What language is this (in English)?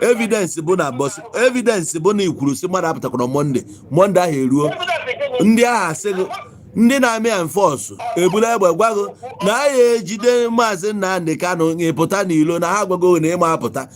Igbo